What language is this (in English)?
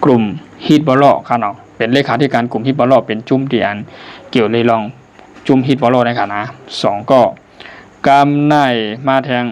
Shan